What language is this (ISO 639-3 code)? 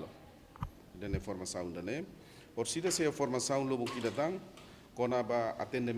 tet